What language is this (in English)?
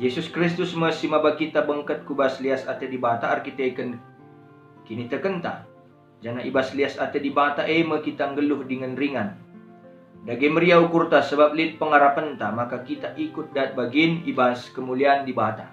Batak Karo